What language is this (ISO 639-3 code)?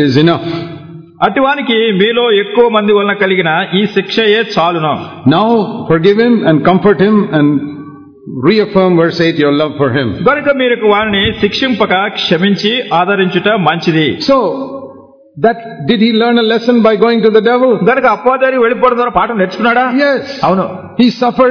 tel